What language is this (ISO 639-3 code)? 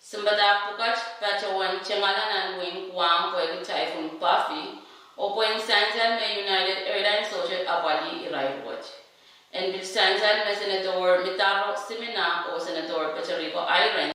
pon